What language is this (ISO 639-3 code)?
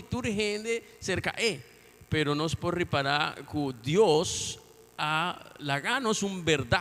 pap